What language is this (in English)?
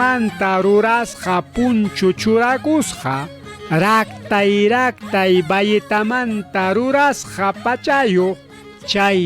Ayacucho Quechua